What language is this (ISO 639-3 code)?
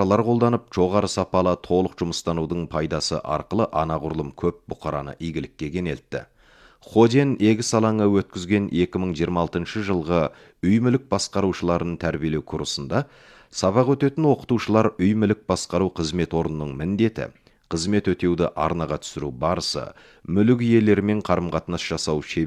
kaz